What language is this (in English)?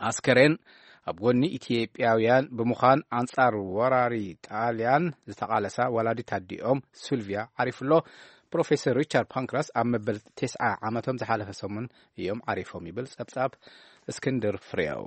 Tigrinya